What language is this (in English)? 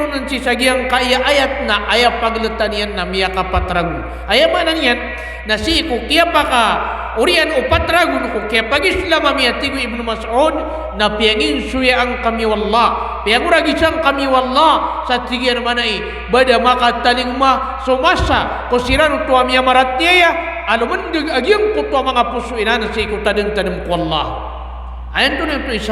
Maranao